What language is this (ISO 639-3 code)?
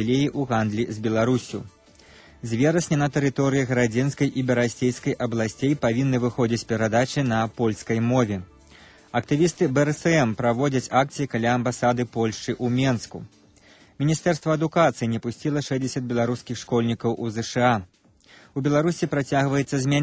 bel